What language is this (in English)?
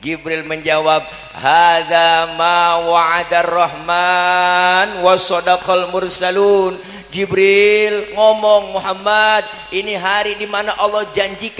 Betawi